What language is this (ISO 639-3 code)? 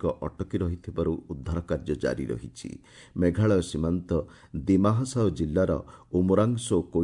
ori